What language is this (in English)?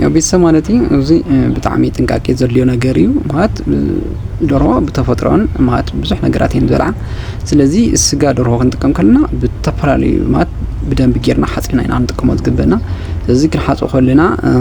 Tigrinya